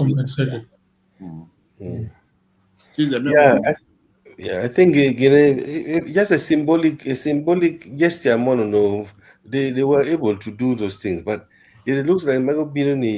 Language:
Acoli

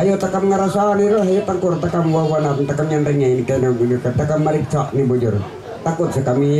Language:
Ma'anyan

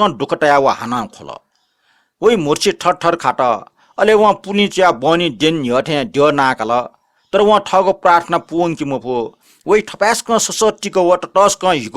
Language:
Newari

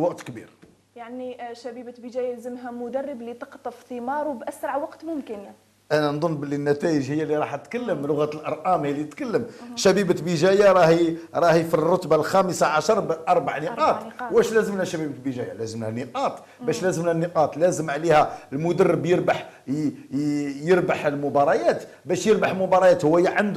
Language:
Algerian Arabic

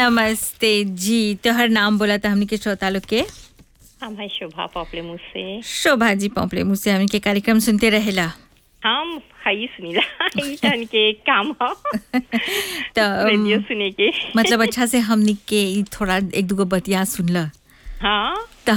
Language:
Bhojpuri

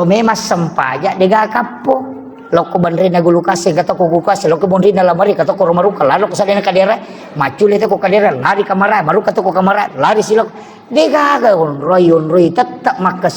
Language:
Buginese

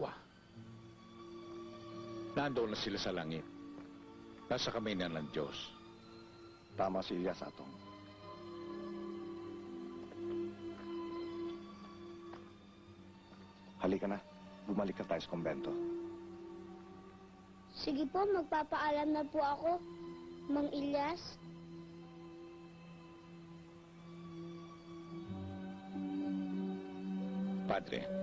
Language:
Filipino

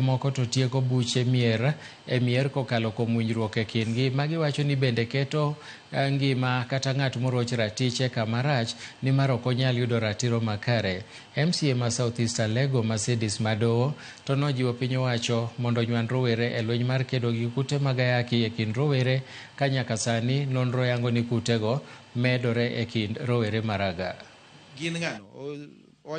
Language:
Luo (Kenya and Tanzania)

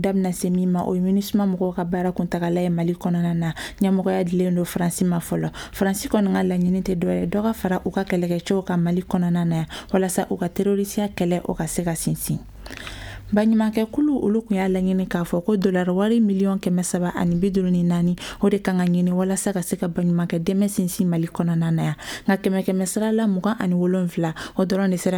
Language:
Bambara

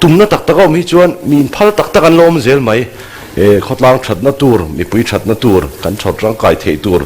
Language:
Mizo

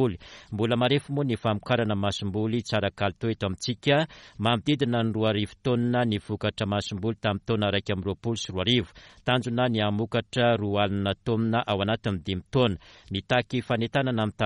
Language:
Malagasy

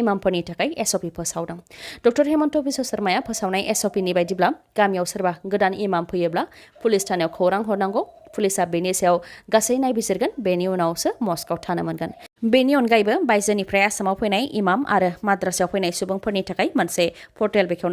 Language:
Bodo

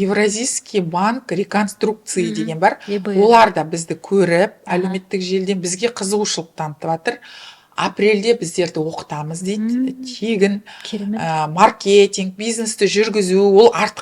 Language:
Kazakh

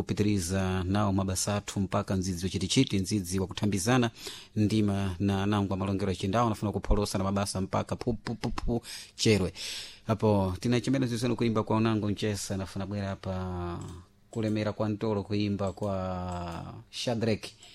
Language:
Sena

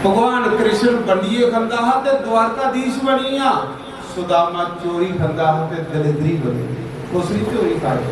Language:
Dogri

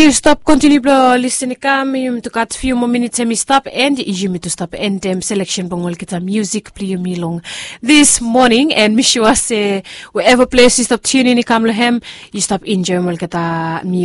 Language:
Bislama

